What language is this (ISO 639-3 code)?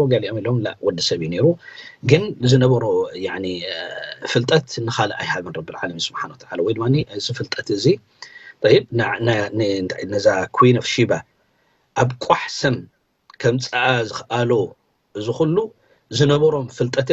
tir